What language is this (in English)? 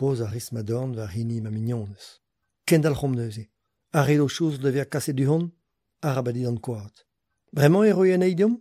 Breton